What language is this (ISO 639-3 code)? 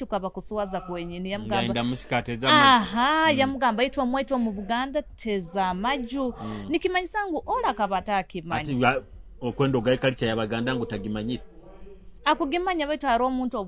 nyo